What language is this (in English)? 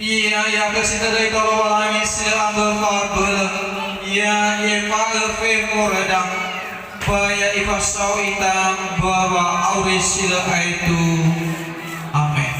Nias